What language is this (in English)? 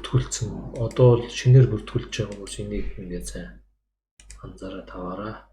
Mongolian